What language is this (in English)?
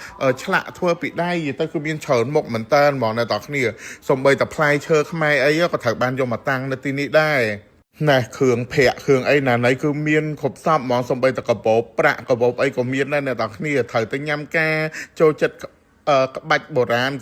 Khmer